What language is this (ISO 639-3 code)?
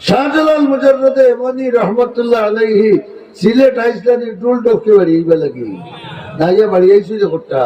syl